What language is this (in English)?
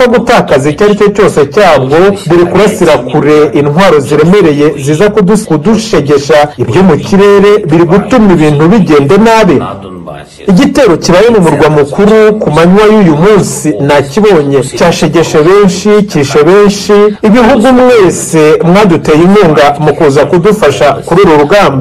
Kinyarwanda